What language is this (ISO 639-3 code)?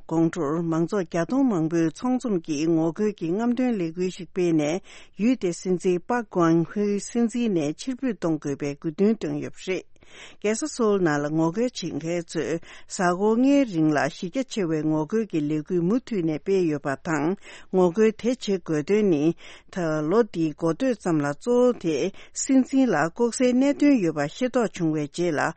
bod